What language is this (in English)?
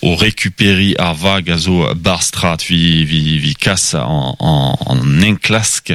Breton